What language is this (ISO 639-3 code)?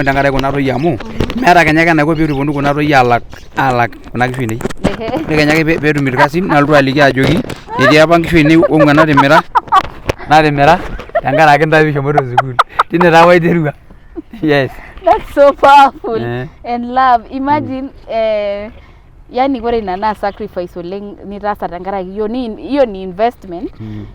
mas